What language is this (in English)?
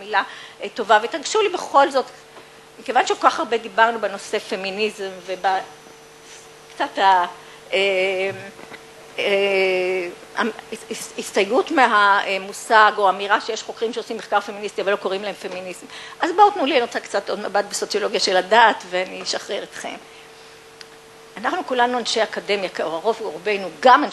Hebrew